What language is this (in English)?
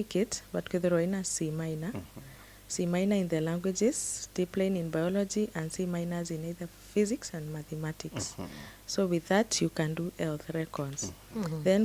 Meru